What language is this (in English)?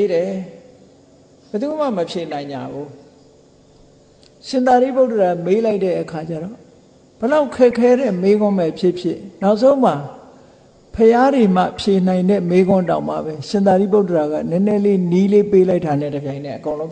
Burmese